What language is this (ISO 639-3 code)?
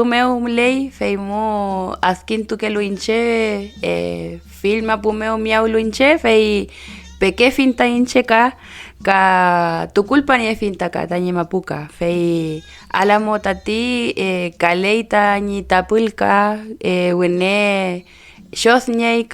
arn